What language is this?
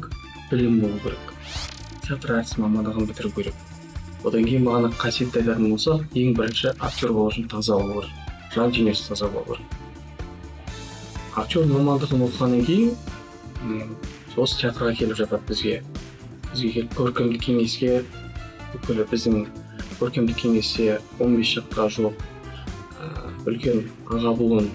Kazakh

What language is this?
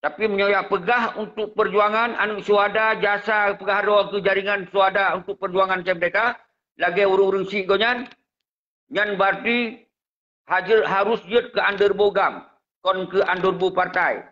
Achinese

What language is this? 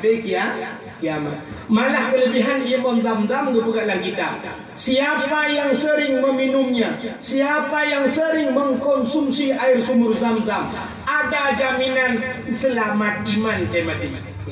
Achinese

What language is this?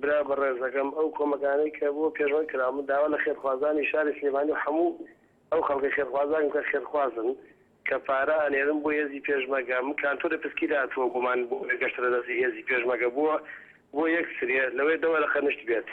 Central Kurdish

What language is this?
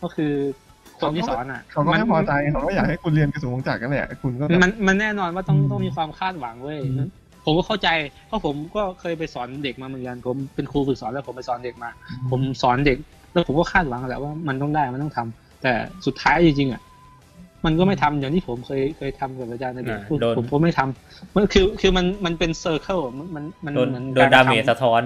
Thai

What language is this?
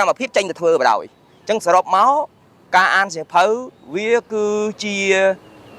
Khmer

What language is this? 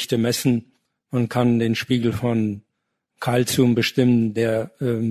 German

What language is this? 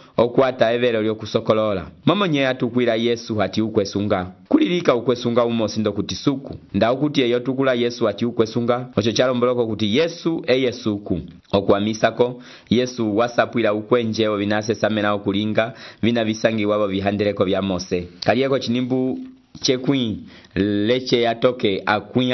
Umbundu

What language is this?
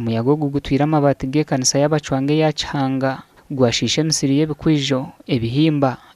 Nyankole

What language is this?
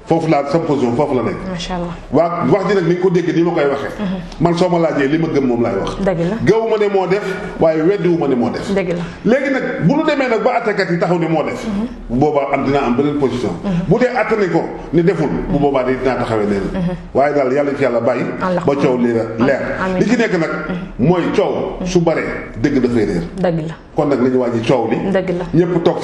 Wolof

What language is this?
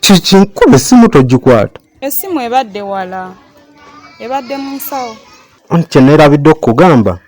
Ganda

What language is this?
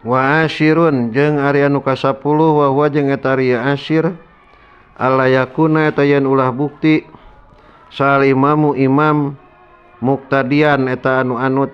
Sundanese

